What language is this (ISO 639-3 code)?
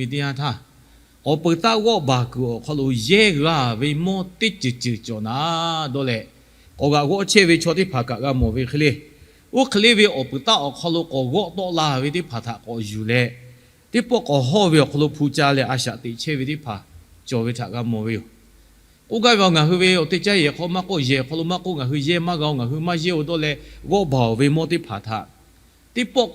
lhu